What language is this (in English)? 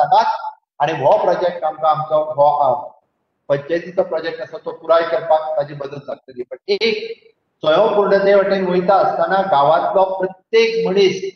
Konkani